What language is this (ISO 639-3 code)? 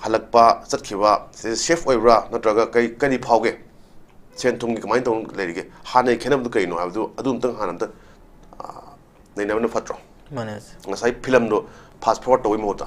mni